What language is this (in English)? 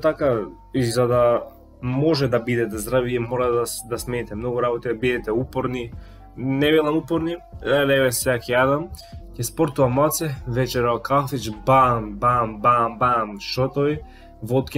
Macedonian